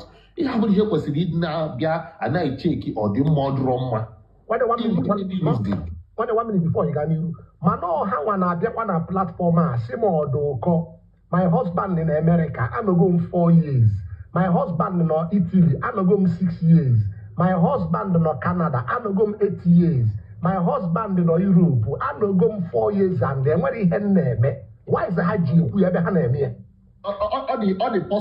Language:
Igbo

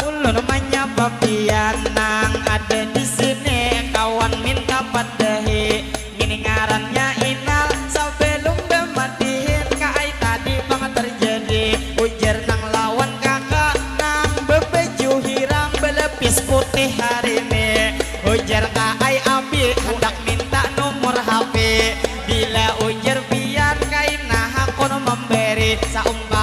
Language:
Banjar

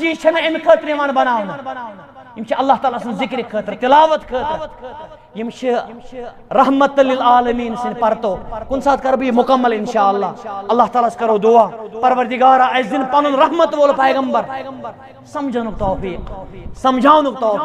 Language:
Kashmiri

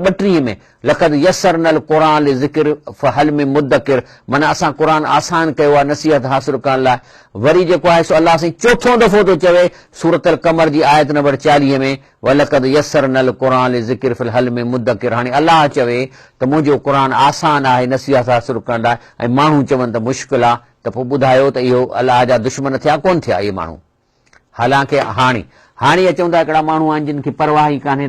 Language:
Sindhi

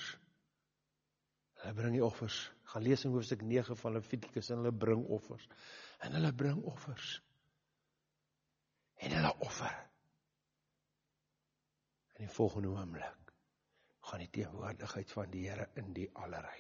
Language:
Afrikaans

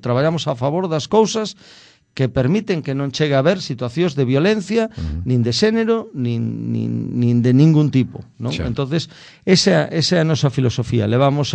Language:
Galician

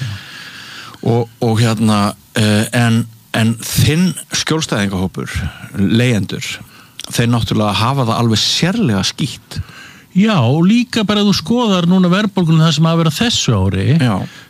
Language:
Icelandic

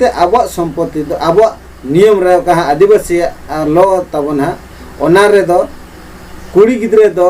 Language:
Santali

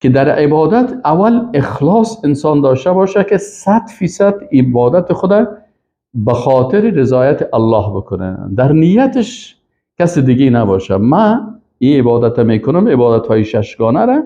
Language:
Persian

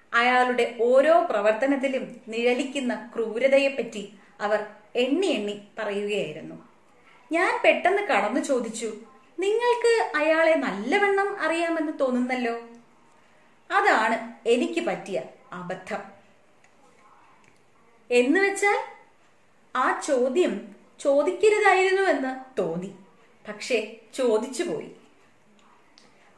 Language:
Malayalam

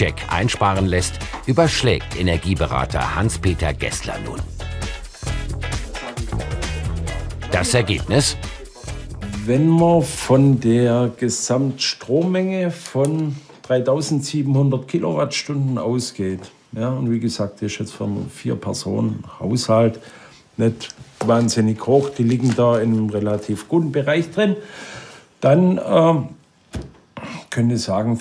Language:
German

